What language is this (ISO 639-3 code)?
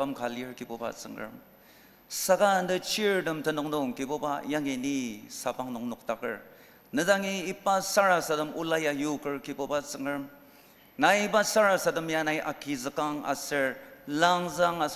njo